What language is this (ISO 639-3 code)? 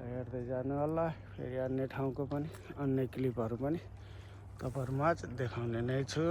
nep